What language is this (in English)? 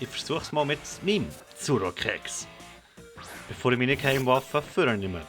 Swiss German